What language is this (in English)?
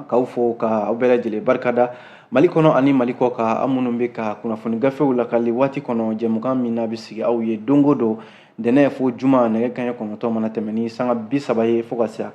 Bambara